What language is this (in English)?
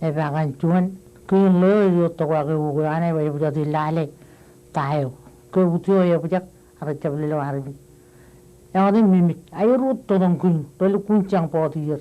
Marshallese